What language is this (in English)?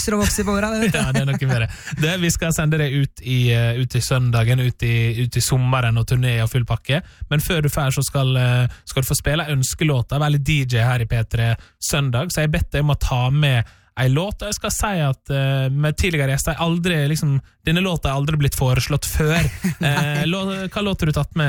Norwegian